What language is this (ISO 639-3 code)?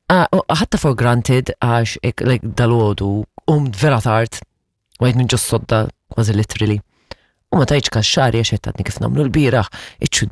mlt